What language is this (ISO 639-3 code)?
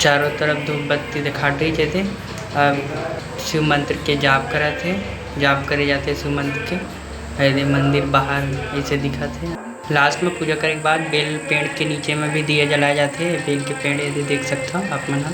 hne